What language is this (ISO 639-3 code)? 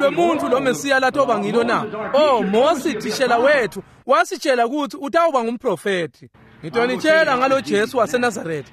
ssw